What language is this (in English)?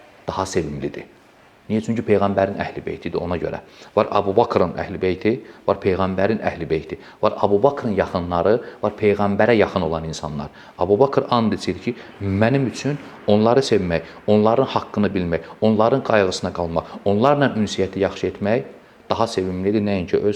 Azerbaijani